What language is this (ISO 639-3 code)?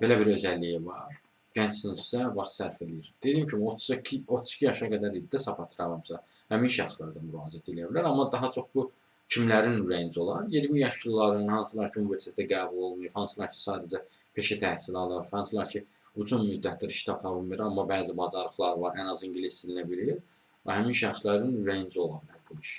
aze